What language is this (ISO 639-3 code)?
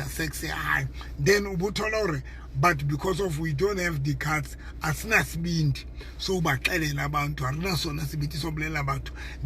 sot